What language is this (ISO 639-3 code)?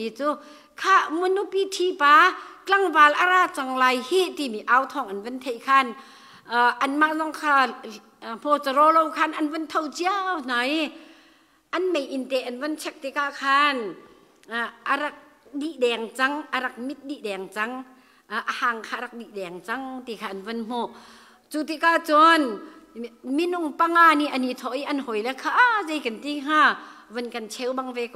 cnh